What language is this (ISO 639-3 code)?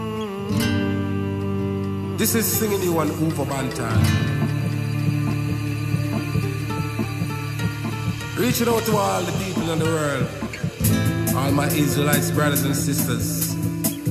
deu